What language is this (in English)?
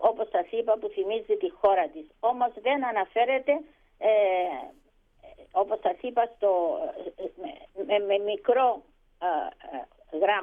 Greek